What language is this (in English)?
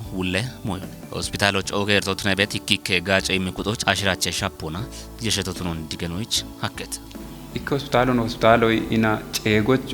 Kafa